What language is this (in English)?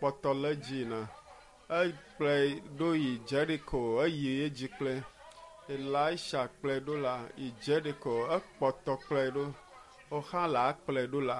Ewe